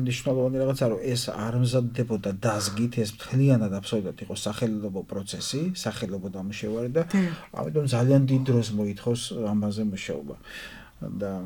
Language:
Georgian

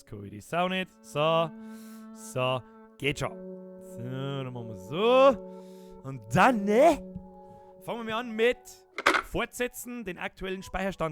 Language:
Bavarian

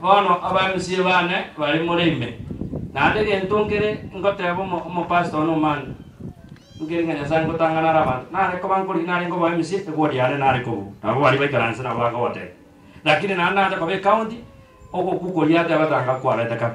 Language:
Gusii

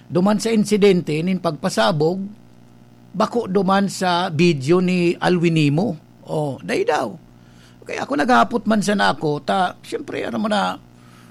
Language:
Bikol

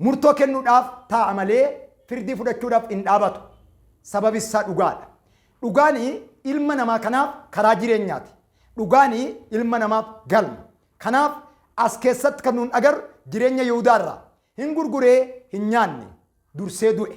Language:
Oromo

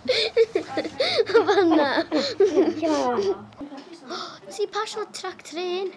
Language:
Welsh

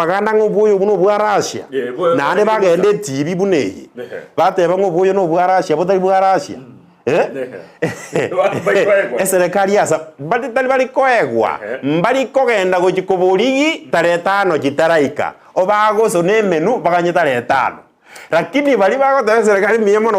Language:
Gusii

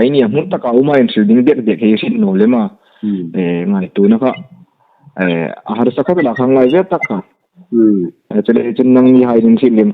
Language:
Hmar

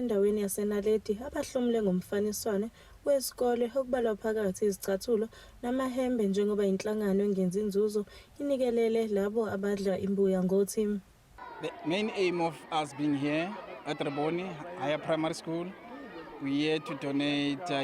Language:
Zulu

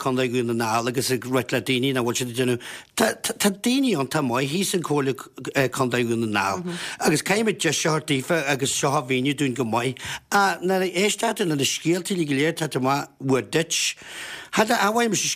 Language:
Irish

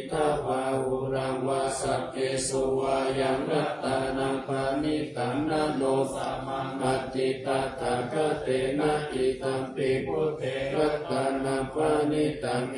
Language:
Pali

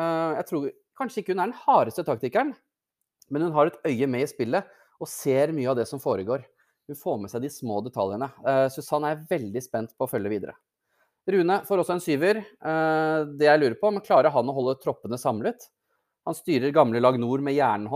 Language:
Norwegian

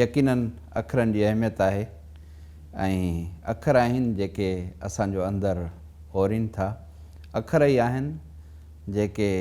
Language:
Sindhi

